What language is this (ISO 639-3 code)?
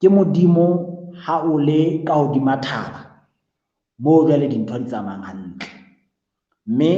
sot